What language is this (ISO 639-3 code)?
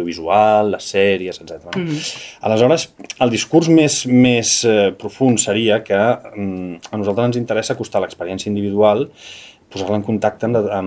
cat